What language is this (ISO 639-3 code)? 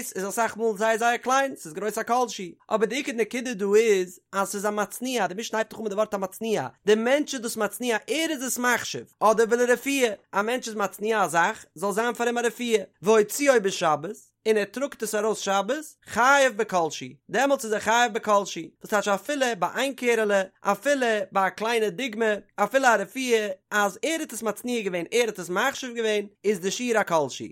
yid